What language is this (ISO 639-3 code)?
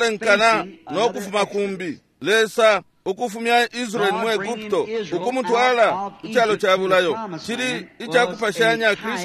bem